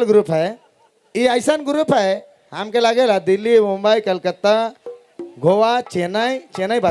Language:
Sadri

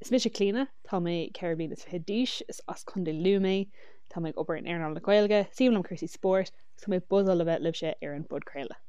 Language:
Irish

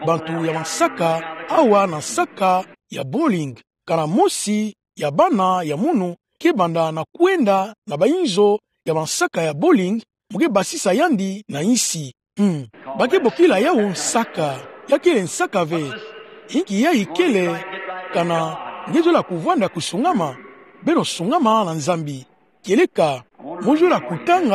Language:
Kituba (Democratic Republic of Congo)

